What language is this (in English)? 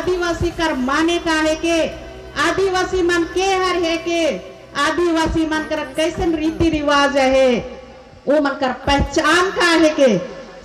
Sadri